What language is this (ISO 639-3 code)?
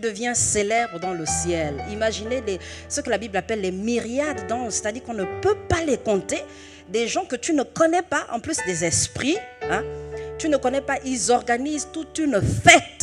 fra